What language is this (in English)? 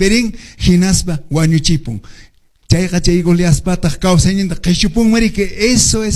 Quechua